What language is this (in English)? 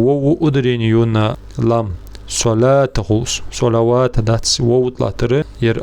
Ingush